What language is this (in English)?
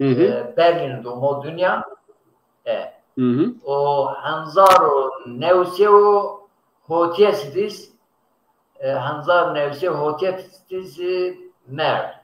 Zaza